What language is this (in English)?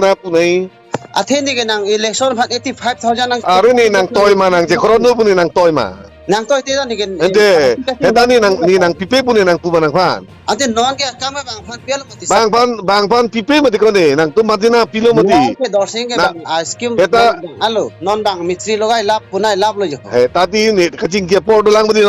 Karbi